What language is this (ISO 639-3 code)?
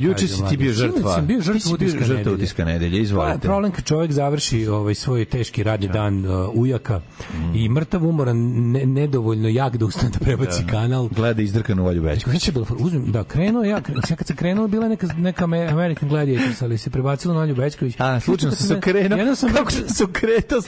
srp